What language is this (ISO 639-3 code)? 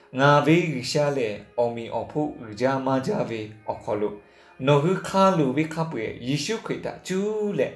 lhu